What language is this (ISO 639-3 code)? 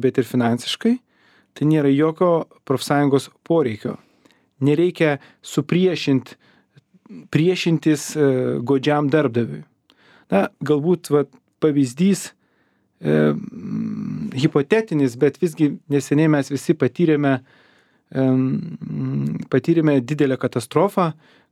lit